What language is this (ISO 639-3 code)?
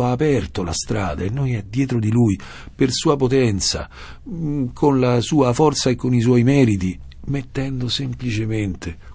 ita